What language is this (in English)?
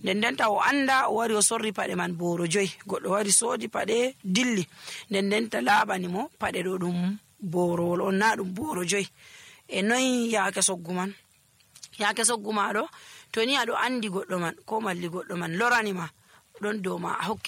Nigerian Fulfulde